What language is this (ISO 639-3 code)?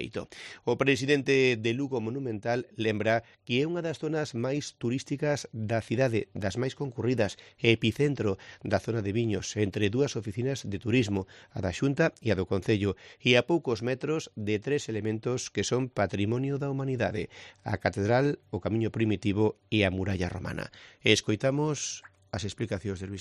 glg